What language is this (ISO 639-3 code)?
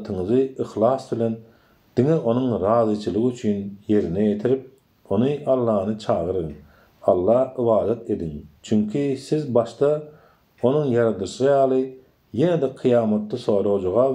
tuk